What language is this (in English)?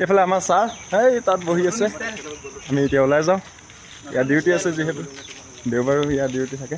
Assamese